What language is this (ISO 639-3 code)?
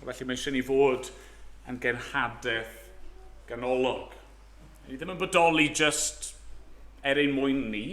cym